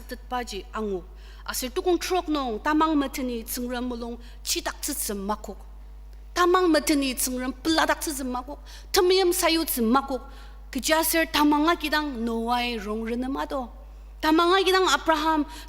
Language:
Ao Naga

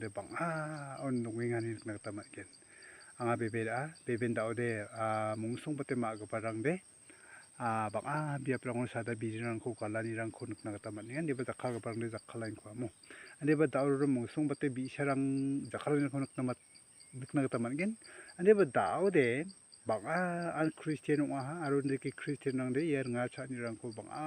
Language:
Garo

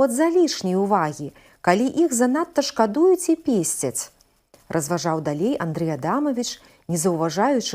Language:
Belarusian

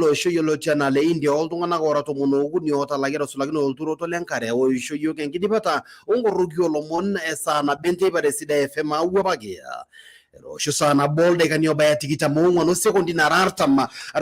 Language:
Masai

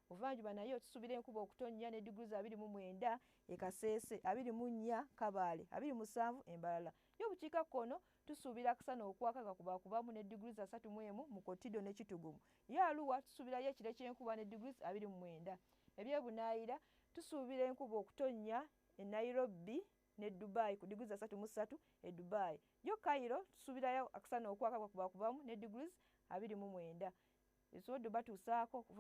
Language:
Ganda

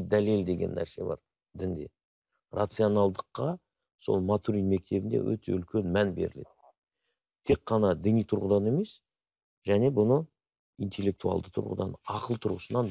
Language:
Kazakh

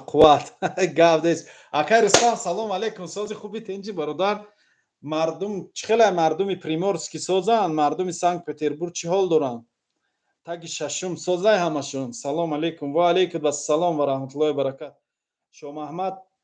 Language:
Tajik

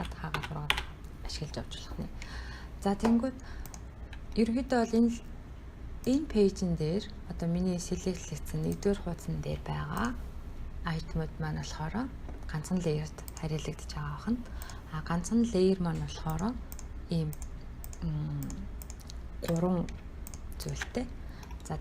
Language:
Mongolian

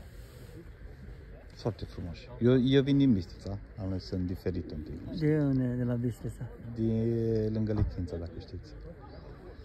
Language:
Romanian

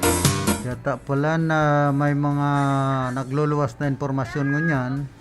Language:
Bikol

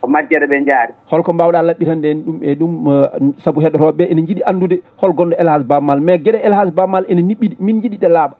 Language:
Fula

